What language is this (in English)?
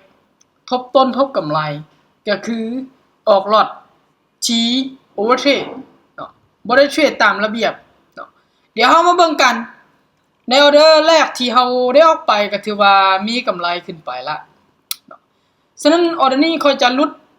Lao